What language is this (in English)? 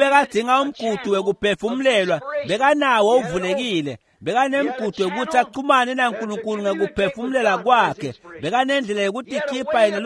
Swati